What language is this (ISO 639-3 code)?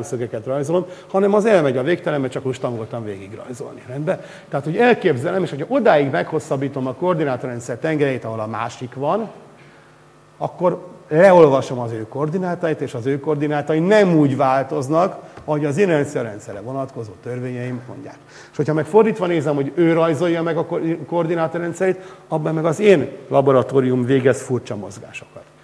hun